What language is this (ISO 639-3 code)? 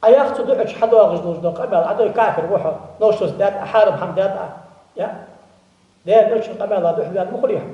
inh